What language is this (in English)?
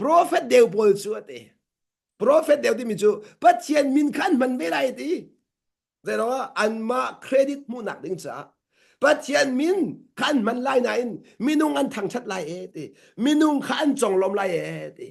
Hakha Chin